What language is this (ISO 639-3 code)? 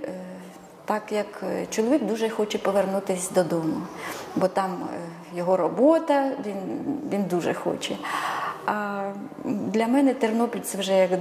ukr